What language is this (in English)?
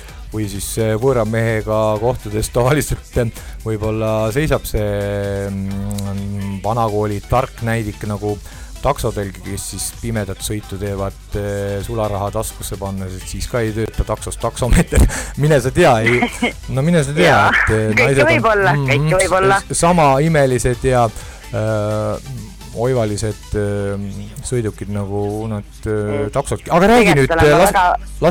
Estonian